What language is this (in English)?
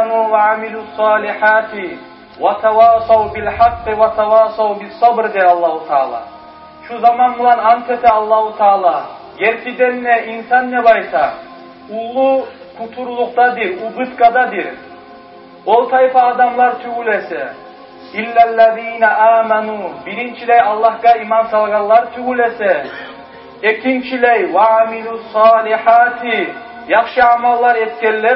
Kumyk